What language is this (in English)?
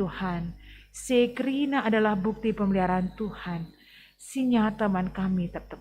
Batak Karo